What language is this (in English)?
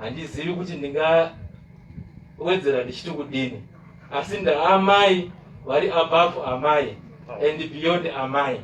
Shona